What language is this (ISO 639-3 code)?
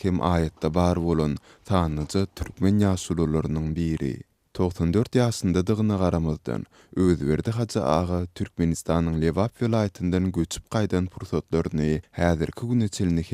tuk